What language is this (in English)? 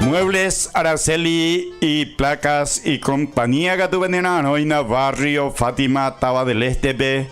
Guarani